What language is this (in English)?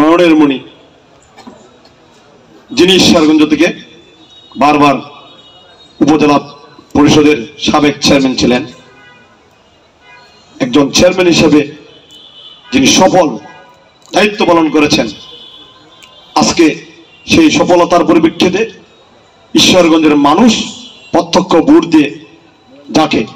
Bangla